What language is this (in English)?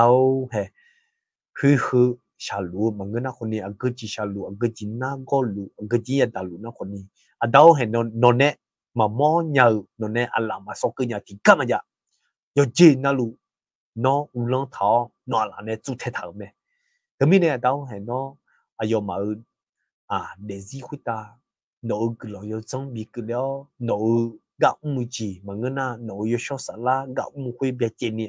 Akha